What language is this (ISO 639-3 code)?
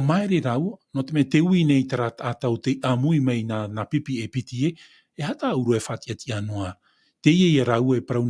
tah